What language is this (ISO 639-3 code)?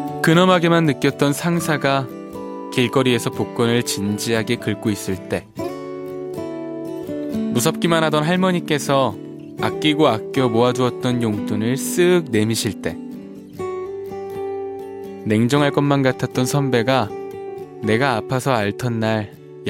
kor